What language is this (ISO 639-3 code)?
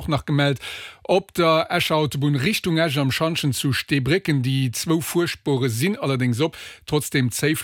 ltz